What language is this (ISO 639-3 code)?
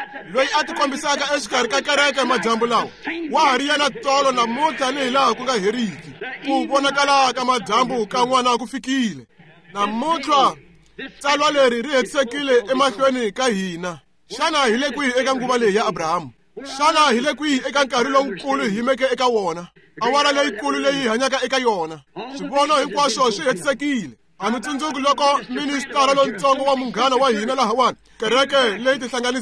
tso